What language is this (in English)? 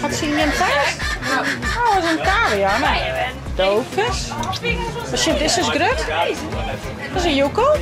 Western Frisian